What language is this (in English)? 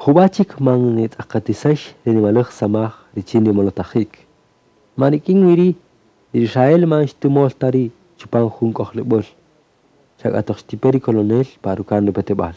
Kaqchikel